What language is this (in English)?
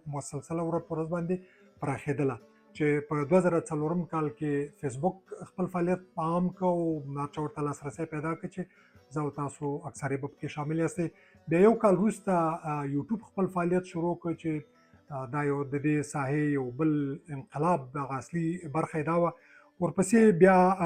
Pashto